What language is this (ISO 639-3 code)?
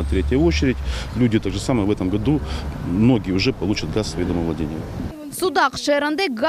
crh